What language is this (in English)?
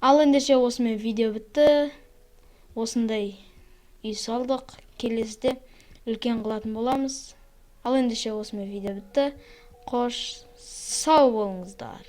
Kazakh